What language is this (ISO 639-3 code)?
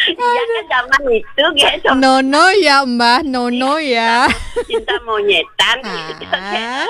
ban